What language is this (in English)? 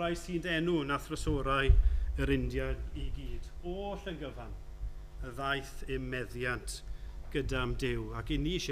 Welsh